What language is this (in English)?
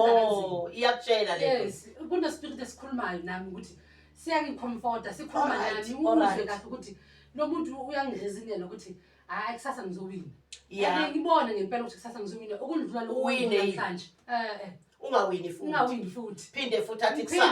Zulu